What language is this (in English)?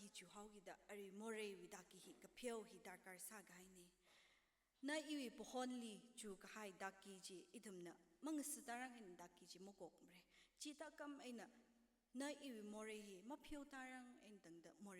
Tangkhul Naga (India)